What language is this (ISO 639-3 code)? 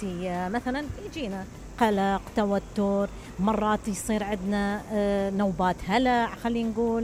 acm